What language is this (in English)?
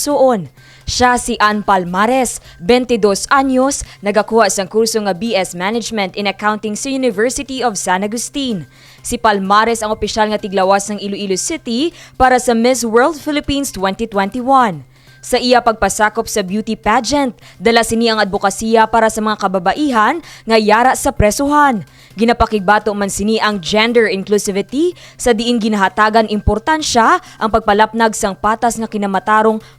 Hiligaynon